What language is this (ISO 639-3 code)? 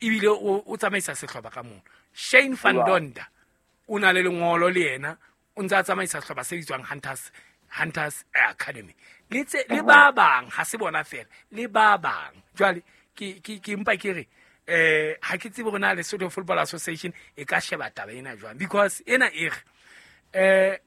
sot